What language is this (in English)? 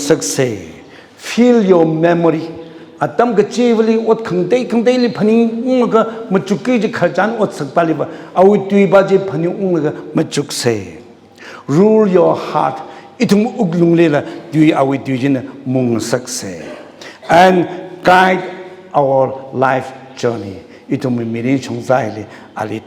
Tangkhul Naga (India)